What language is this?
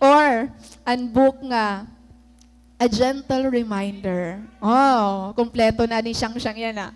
Waray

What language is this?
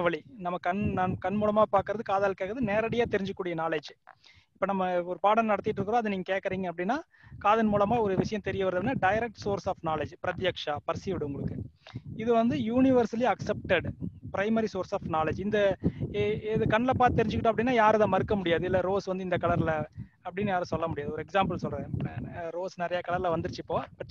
Tamil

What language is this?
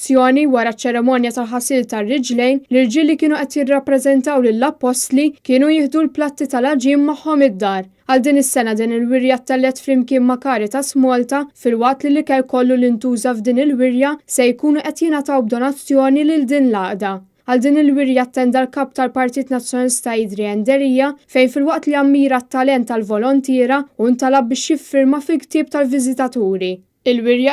Maltese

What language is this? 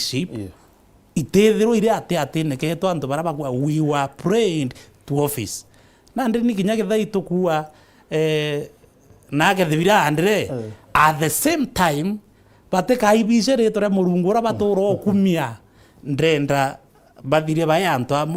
Meru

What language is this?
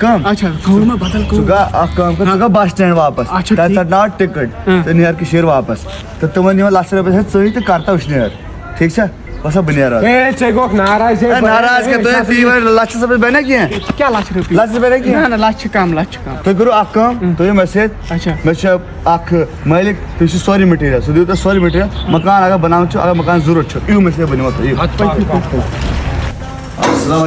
Kashmiri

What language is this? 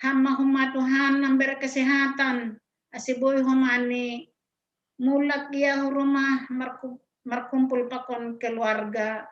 Batak Simalungun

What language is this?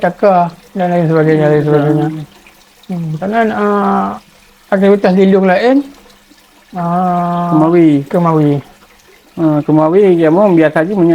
Achinese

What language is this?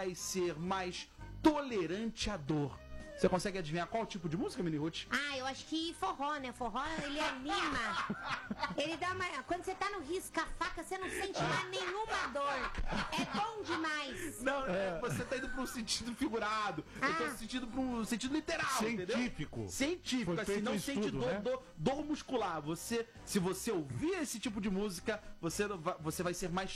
Portuguese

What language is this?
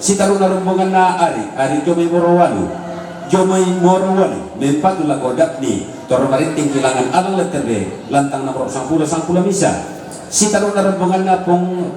Toraja-Sa'dan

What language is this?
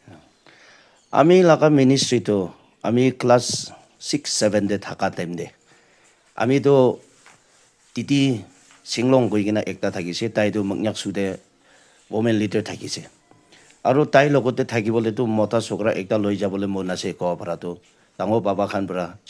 Naga Pidgin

